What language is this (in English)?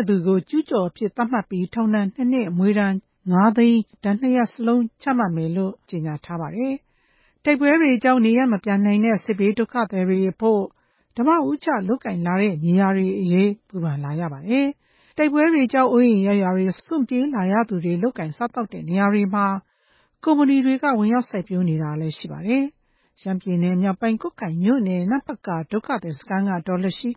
Burmese